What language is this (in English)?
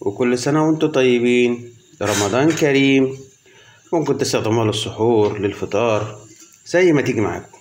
Egyptian Arabic